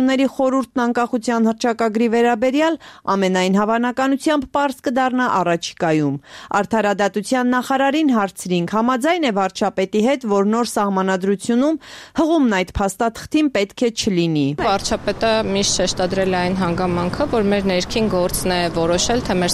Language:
Armenian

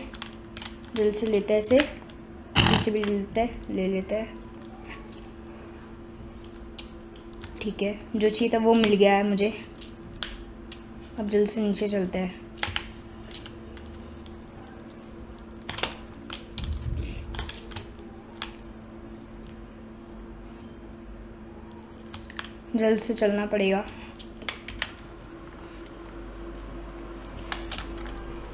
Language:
Hindi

